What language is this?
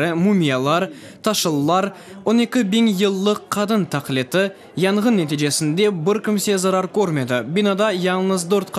Crimean Tatar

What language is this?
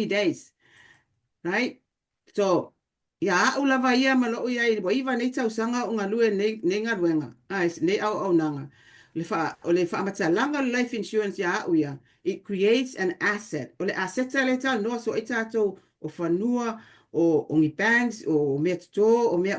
Samoan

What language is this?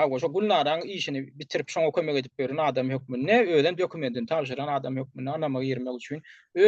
Turkmen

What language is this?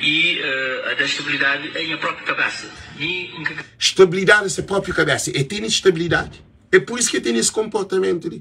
Kabuverdianu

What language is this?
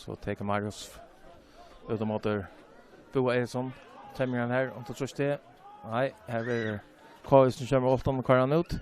Faroese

